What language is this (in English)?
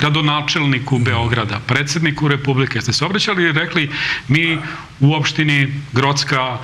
Serbian